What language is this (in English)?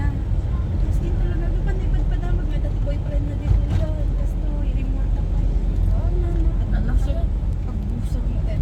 Bikol